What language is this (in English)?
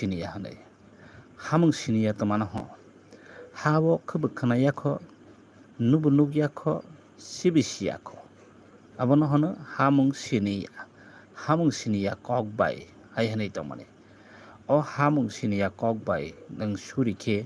Kok Borok